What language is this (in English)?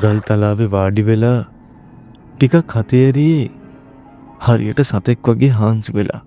Sinhala